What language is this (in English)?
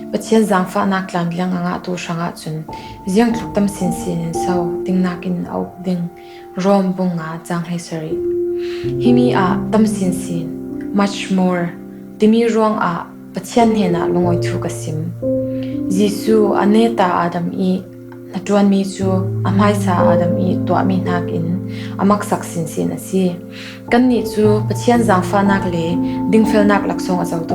Falam Chin